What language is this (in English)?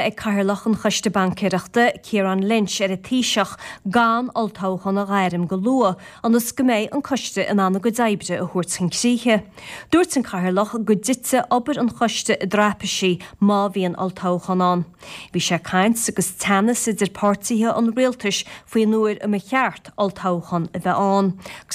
Irish